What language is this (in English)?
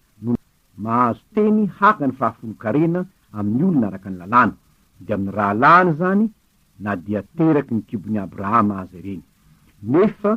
Malagasy